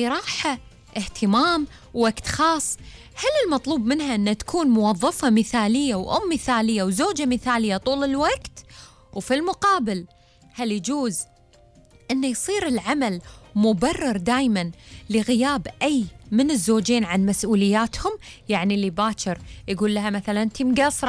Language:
Gulf Arabic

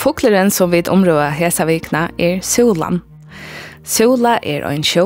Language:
Faroese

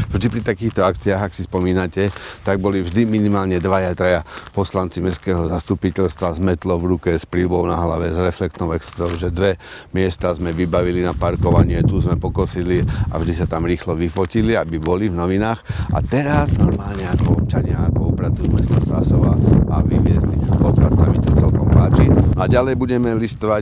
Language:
Slovak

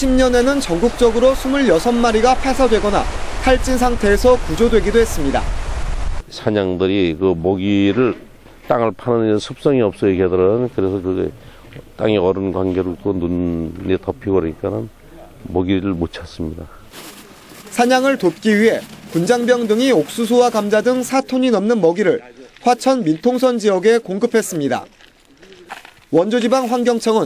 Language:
Korean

